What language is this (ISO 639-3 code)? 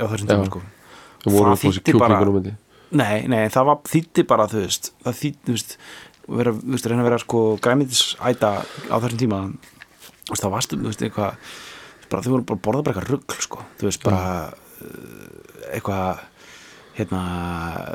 isl